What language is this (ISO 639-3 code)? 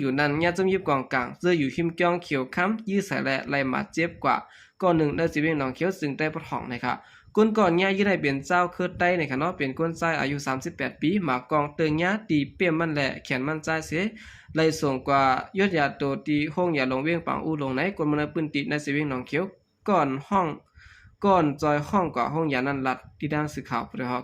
shn